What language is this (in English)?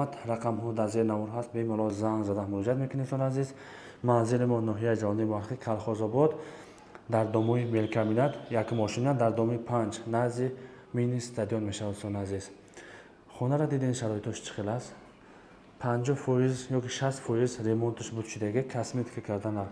Tajik